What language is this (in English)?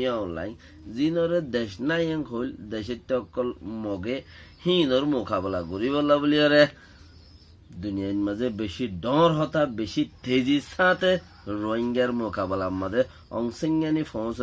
Rohingya